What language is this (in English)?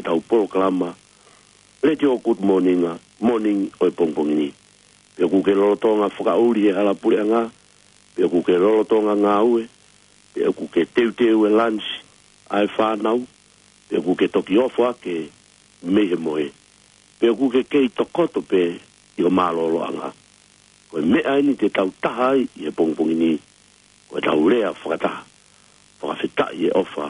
Tongan